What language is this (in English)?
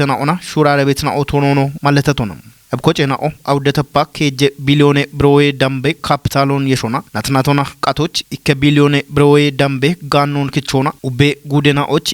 Kafa